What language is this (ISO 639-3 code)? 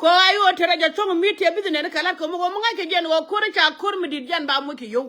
nus